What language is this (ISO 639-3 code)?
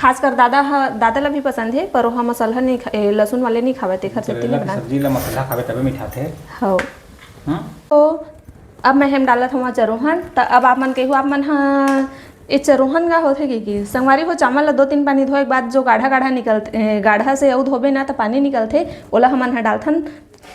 hne